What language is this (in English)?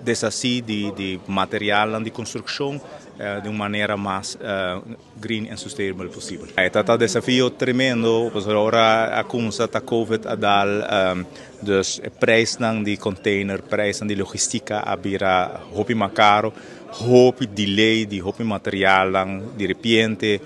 Papiamento